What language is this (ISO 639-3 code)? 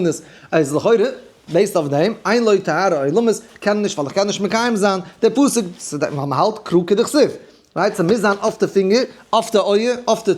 yid